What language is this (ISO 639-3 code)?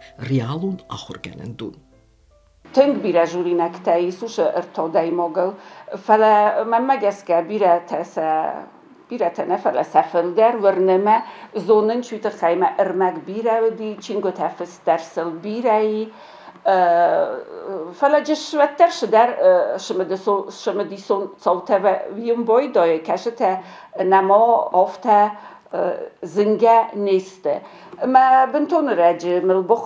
oss